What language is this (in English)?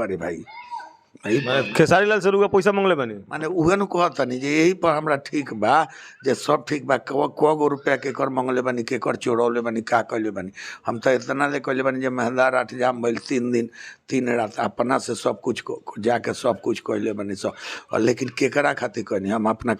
Bhojpuri